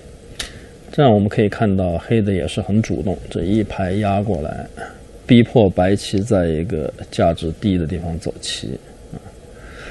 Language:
Chinese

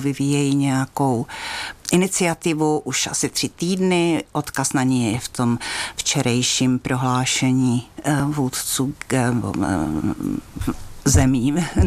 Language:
Czech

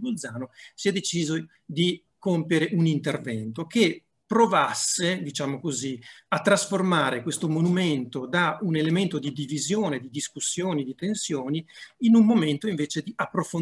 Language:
Italian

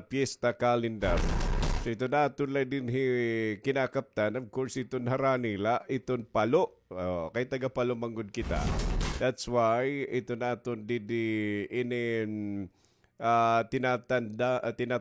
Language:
Waray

